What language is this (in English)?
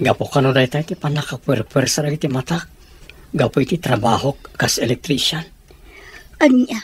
Iloko